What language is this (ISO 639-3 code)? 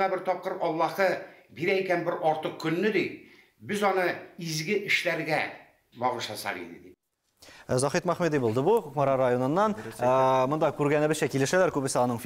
tat